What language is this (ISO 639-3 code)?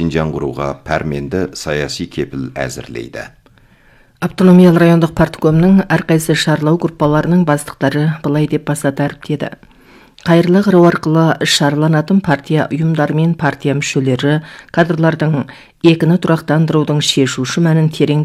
kaz